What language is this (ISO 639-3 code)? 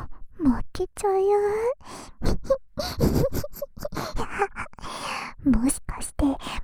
jpn